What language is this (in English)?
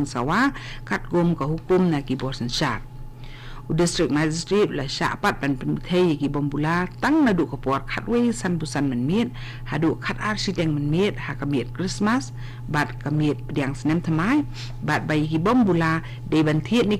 Khasi